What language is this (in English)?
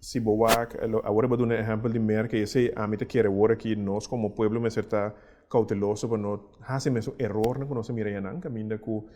Papiamento